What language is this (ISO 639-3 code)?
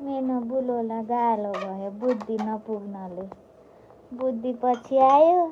nep